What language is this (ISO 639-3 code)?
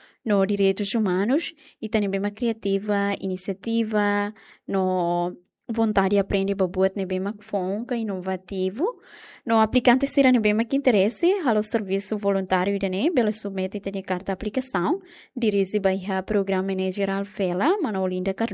tet